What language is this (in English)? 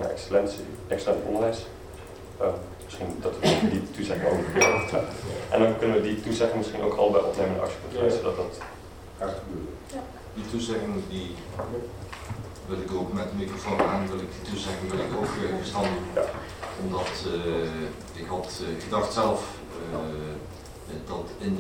Dutch